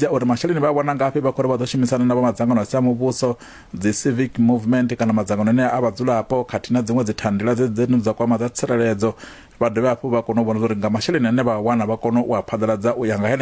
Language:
Venda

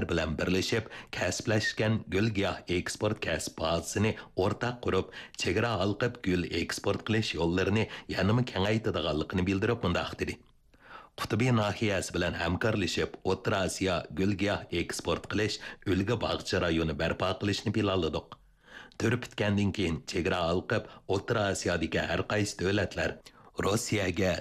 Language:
Uyghur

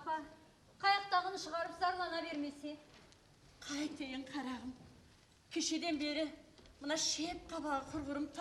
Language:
Kara-Kalpak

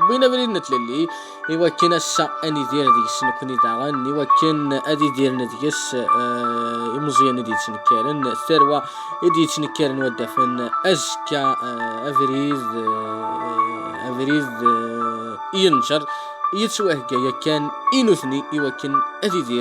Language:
Kabyle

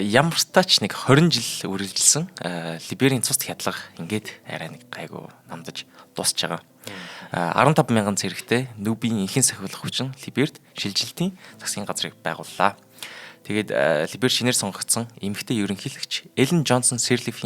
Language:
Mongolian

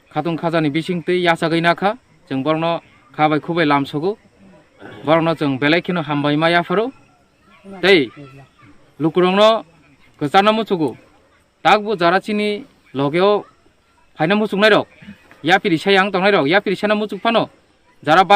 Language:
Kok Borok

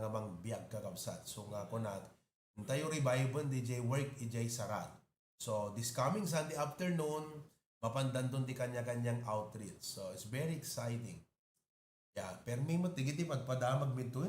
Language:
Iloko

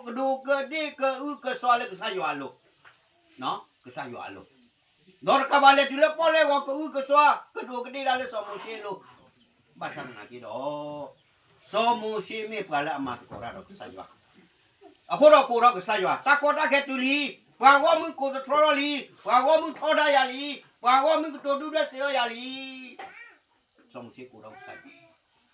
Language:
S'gaw Karen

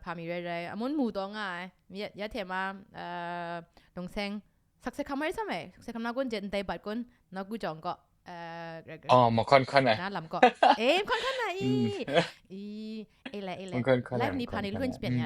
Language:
Kachin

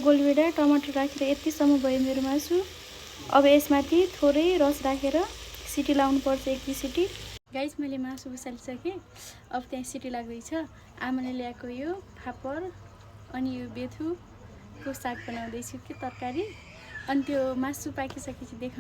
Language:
Nepali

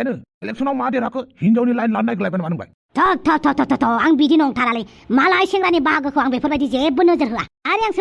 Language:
Bodo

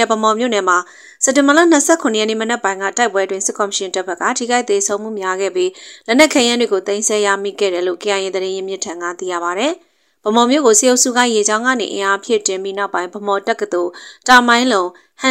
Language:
Burmese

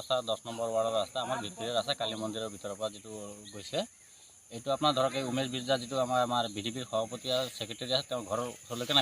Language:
Assamese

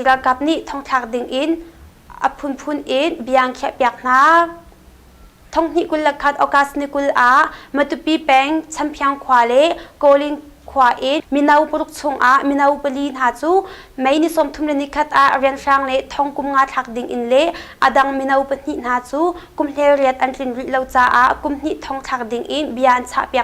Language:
Hakha Chin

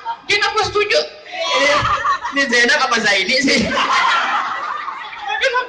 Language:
Betawi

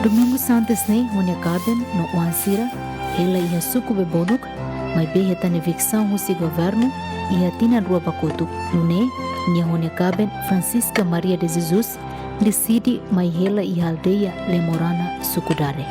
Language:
Tetum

